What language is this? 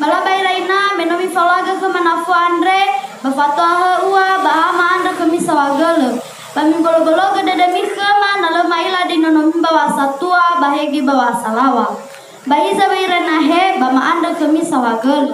Nias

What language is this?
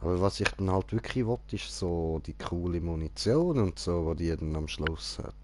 Swiss German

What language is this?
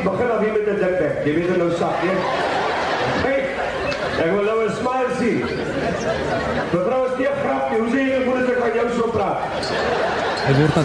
Afrikaans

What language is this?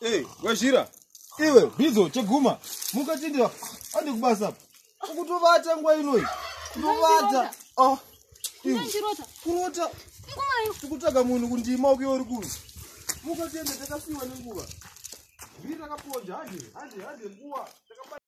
Shona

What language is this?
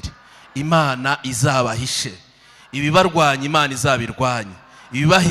Kinyarwanda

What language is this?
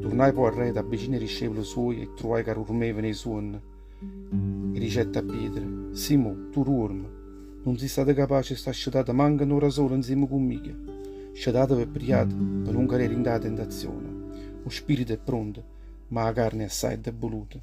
Neapolitan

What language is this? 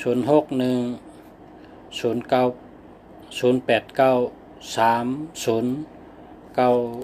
Shan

